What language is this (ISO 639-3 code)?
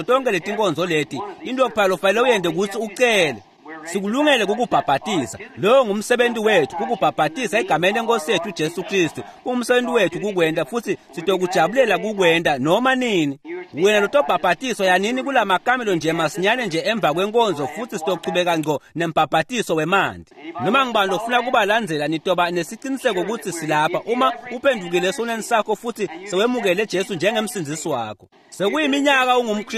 ssw